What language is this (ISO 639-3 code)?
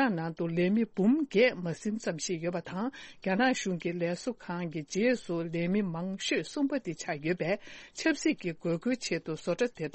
bod